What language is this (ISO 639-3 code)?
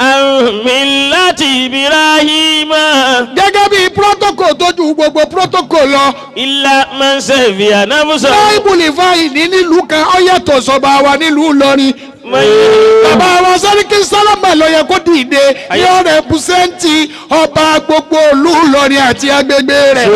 yor